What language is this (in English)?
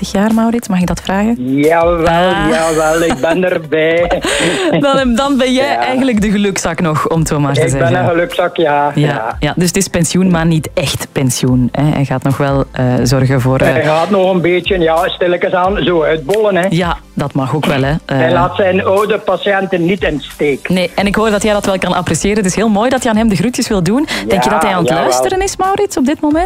Dutch